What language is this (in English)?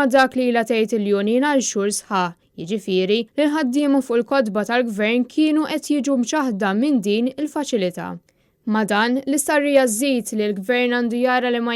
Maltese